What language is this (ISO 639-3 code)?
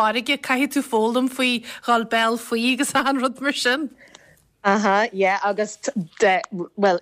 gle